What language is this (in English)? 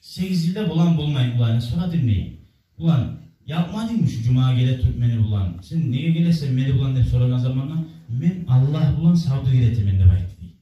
Kumyk